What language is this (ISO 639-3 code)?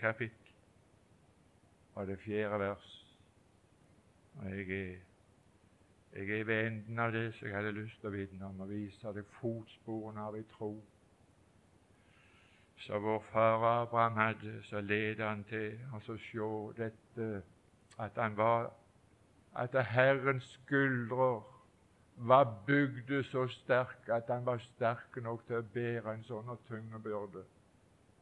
nor